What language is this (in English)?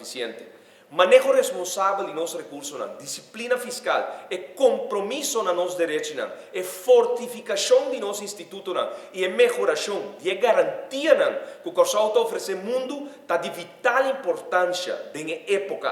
Papiamento